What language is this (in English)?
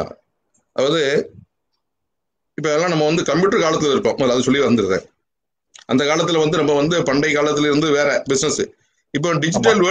Tamil